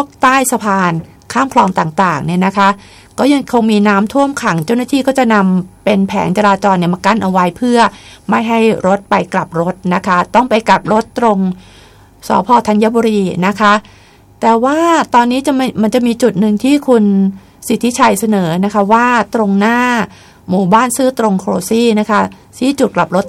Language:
Thai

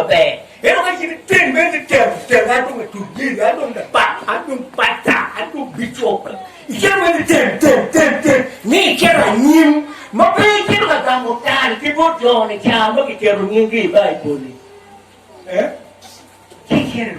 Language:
Acoli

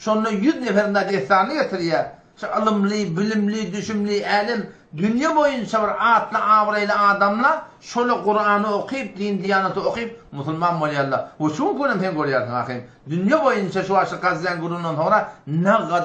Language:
Turkmen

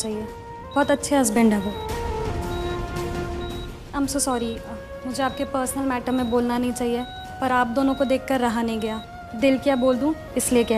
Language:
Hindi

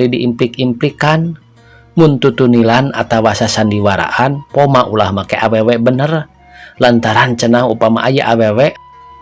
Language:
Sundanese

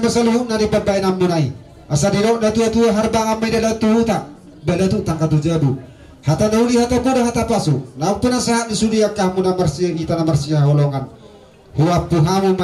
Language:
Batak Toba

